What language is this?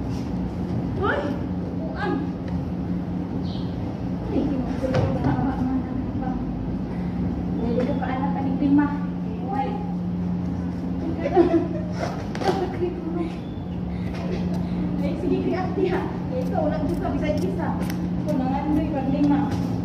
Filipino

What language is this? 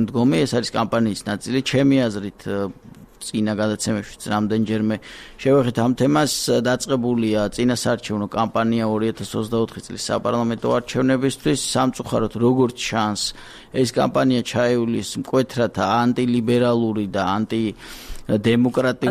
Georgian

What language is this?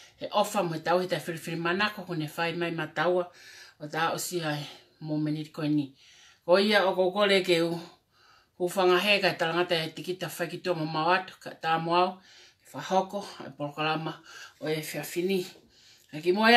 Tongan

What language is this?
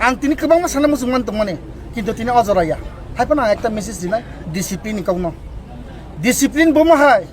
Kok Borok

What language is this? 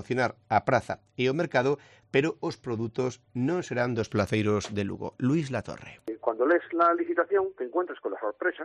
Galician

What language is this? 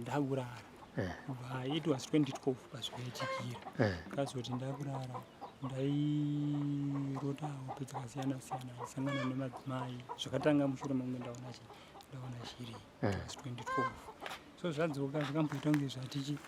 Shona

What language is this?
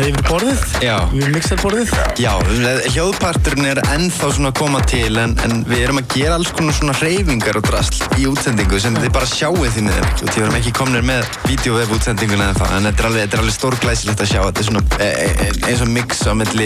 Icelandic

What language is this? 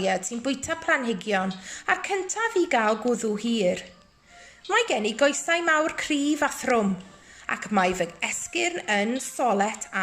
Welsh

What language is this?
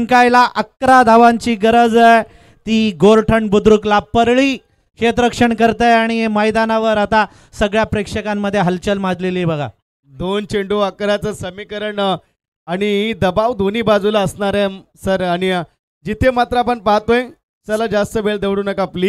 Marathi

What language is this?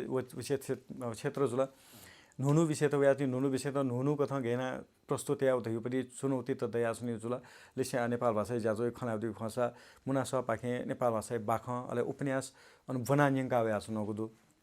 Newari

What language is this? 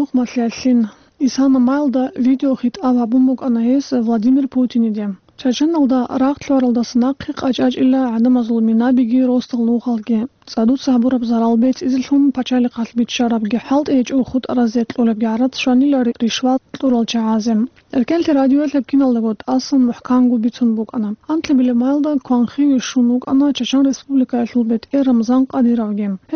Avaric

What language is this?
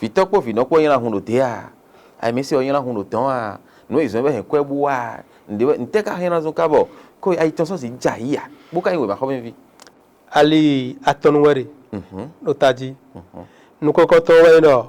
Fon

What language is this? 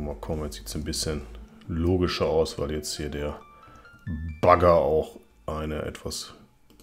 German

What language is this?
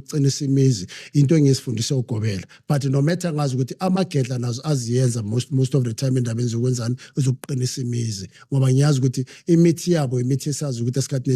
Zulu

